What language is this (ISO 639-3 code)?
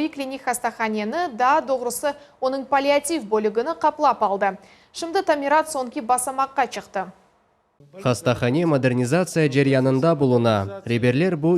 crh